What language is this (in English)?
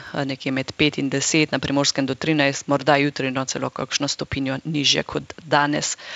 Slovenian